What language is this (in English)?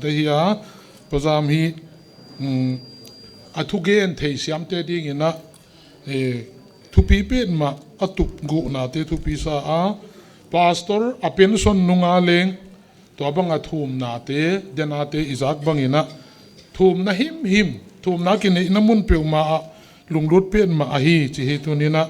Paite Chin